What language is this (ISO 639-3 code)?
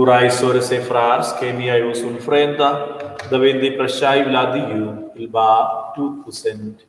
roh